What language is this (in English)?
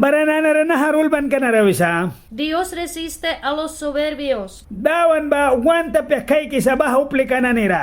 Mískito